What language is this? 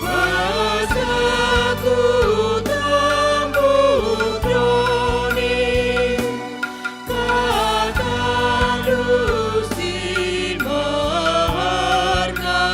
Batak Karo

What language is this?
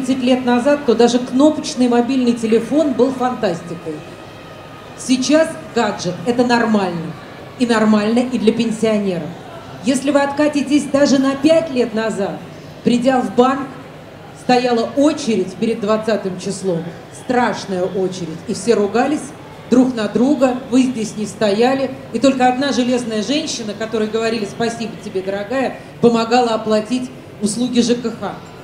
Russian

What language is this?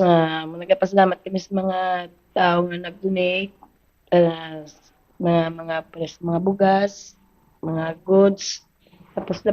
Hiligaynon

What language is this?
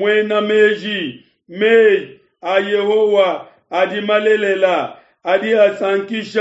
Luba-Lulua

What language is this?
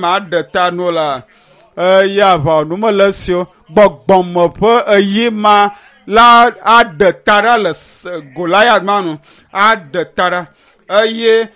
Ewe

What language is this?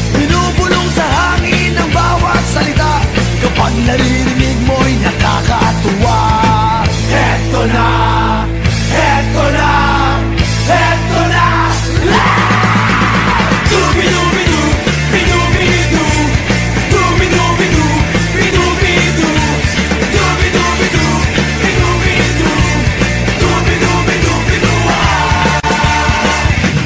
Filipino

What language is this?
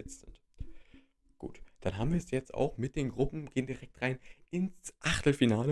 German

